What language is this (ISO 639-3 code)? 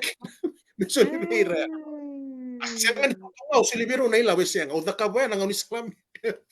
fij